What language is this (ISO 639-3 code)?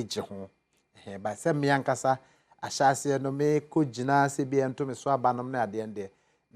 aka